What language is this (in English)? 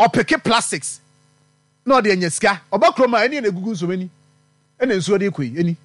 Akan